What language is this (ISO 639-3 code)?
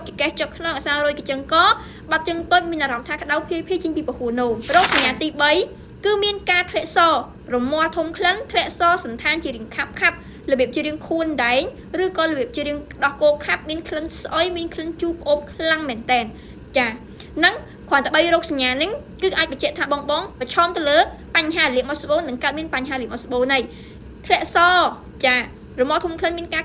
khm